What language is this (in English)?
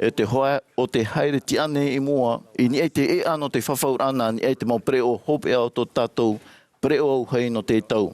Tahitian